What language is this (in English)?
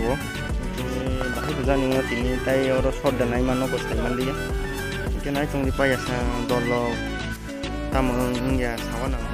Kok Borok